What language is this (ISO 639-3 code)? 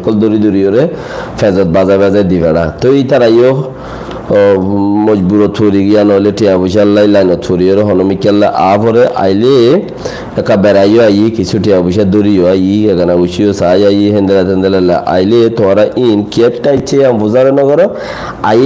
rhg